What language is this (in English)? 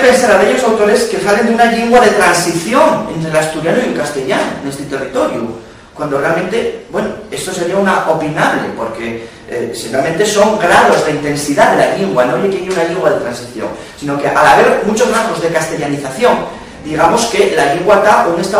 Asturian